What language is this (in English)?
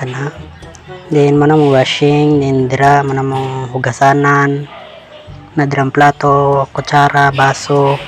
Cebuano